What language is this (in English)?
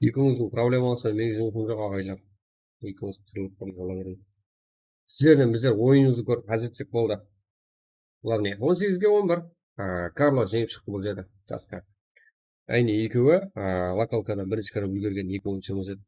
Kara-Kalpak